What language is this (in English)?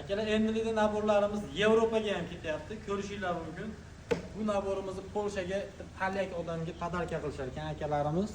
Uzbek